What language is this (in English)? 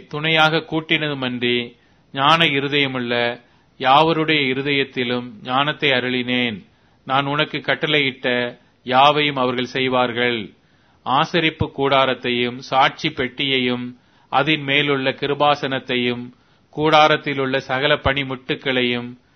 Tamil